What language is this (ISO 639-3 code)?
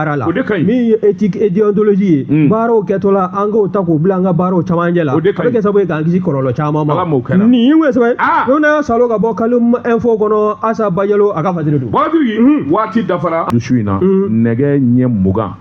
bam